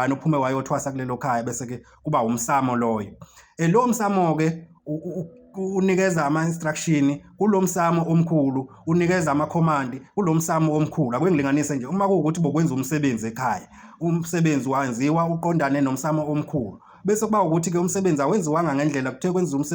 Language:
Zulu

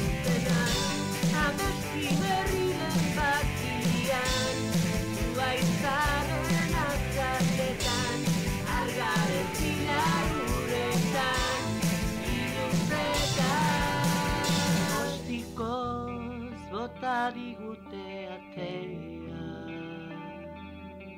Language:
Basque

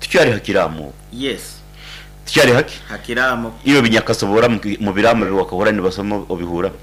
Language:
Nyankole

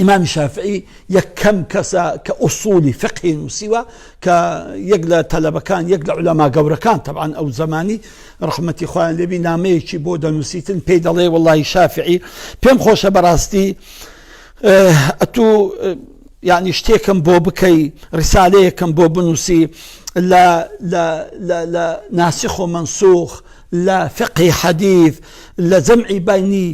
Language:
Central Kurdish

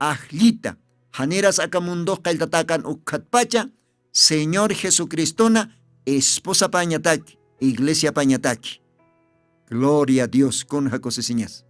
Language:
Aymara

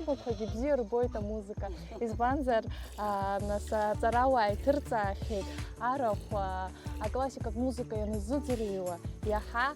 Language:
Abkhazian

